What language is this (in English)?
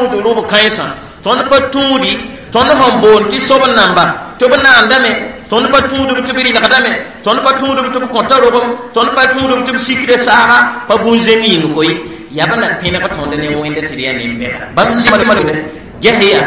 Mossi